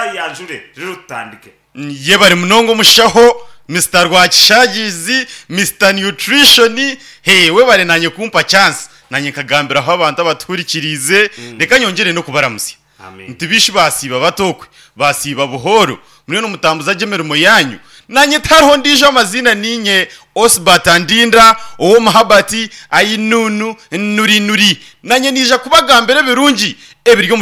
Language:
Nyankole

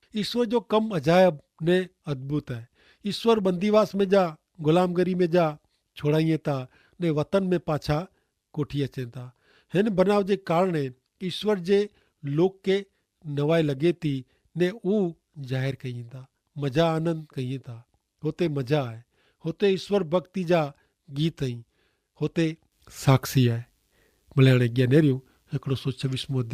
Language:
Kachhi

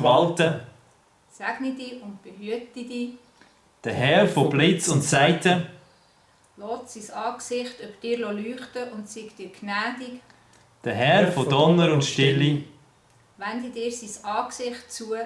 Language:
Swiss German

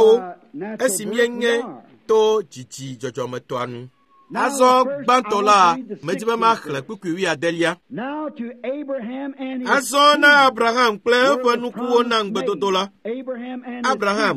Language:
Ewe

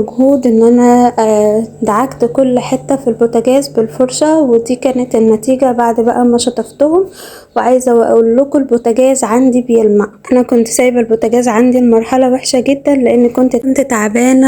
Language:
Egyptian Arabic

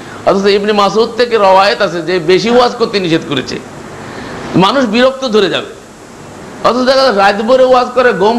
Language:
Bangla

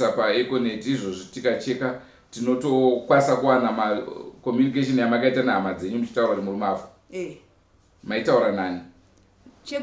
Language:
Shona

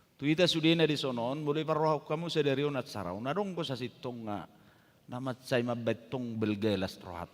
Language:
Batak Toba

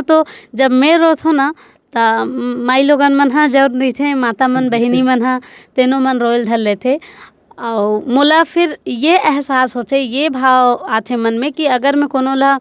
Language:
Chhattisgarhi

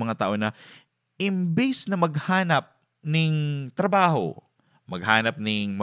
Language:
Bikol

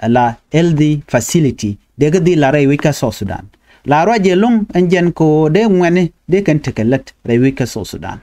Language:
Nuer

